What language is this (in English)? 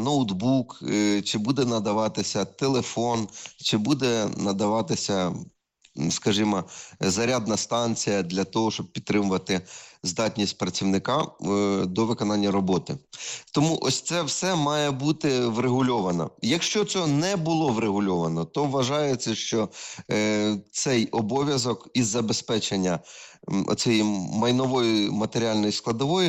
Ukrainian